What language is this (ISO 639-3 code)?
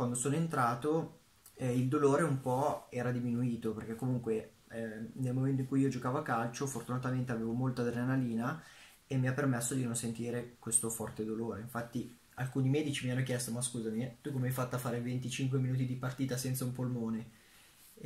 ita